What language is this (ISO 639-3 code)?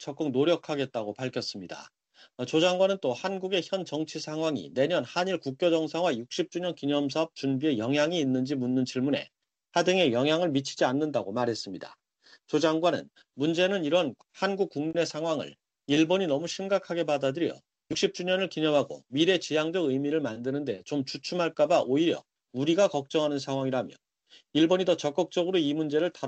kor